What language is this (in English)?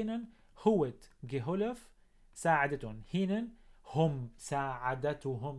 North Levantine Arabic